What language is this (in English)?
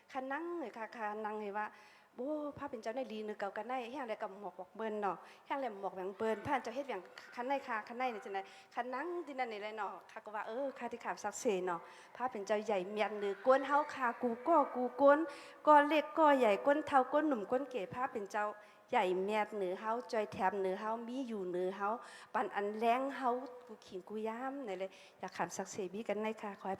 Shan